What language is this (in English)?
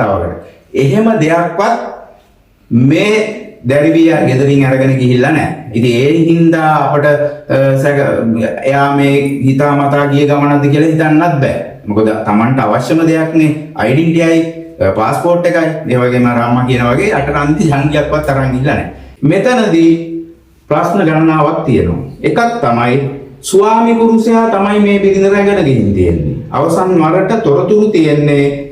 Sinhala